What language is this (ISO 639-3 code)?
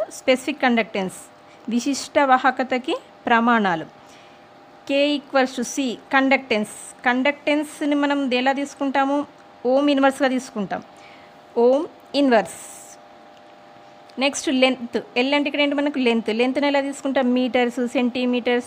tel